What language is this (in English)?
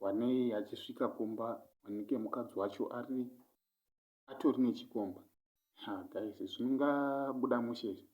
Shona